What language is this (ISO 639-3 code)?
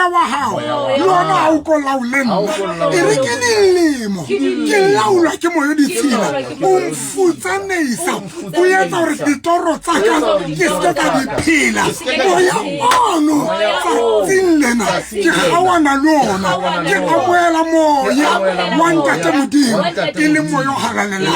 sot